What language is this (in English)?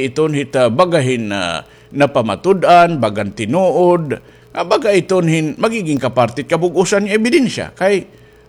Waray